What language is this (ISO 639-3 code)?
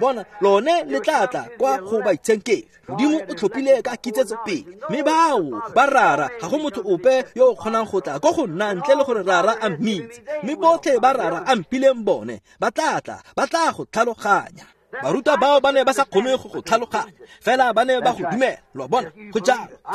tsn